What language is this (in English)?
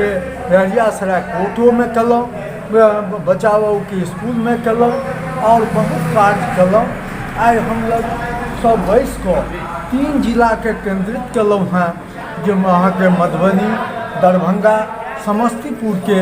Maithili